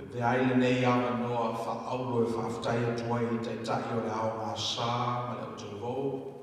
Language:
Samoan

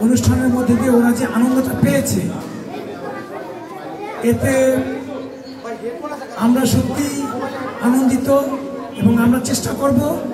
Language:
Bangla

